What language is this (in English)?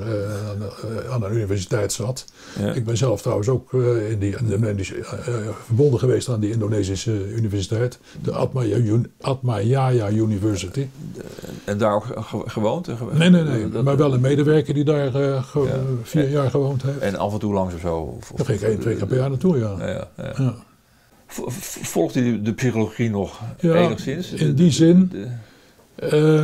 Dutch